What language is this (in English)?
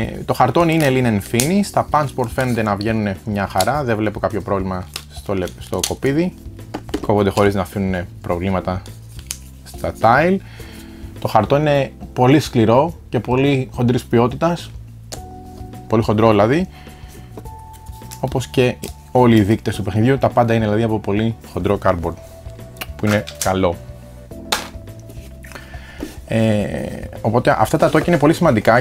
Greek